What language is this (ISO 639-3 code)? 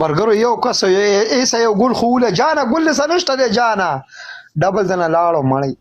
pus